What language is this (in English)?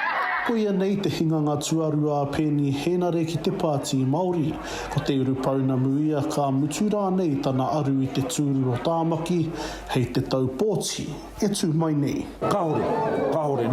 Māori